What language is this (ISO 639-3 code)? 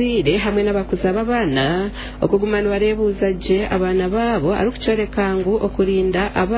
nyn